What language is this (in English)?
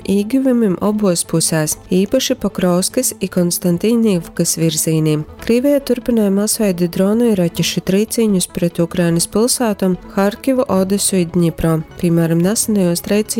Latgalian